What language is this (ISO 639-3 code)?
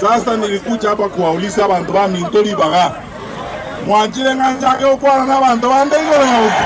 guz